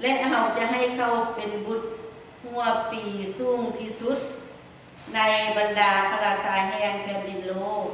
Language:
Lao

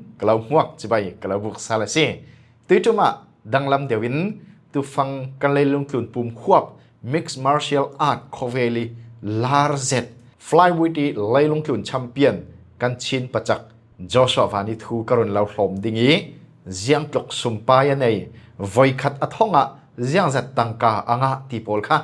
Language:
Falam Chin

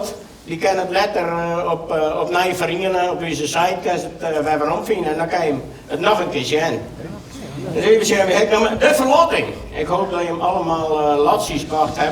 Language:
Western Frisian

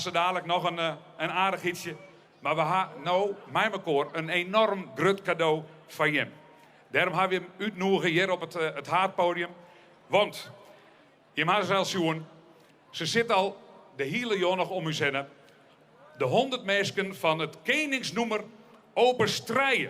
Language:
Western Frisian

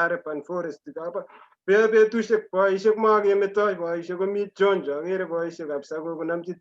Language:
Kalenjin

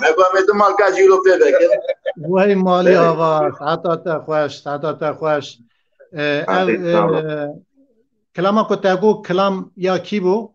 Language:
Kurdish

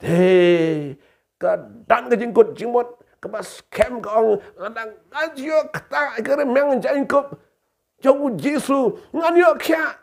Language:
Khasi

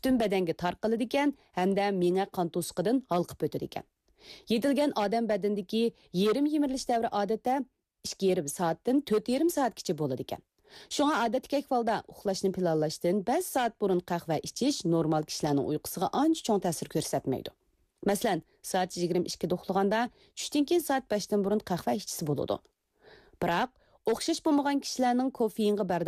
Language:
Uyghur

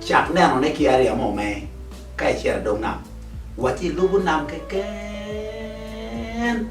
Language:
Acoli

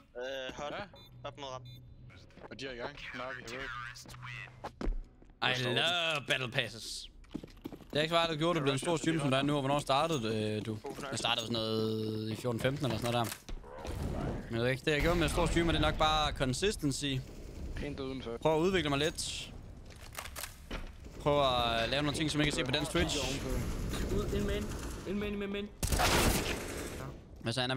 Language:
Danish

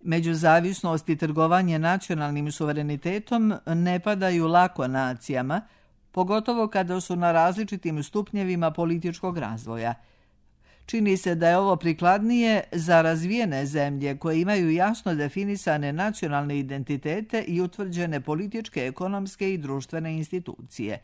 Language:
Serbian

